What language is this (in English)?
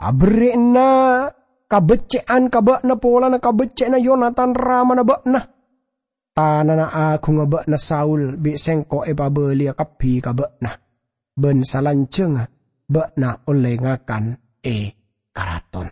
Madurese